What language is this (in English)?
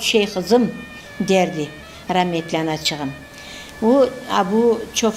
Crimean Tatar